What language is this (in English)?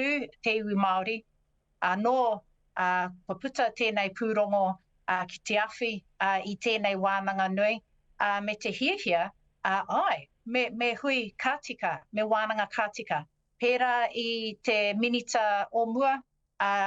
Māori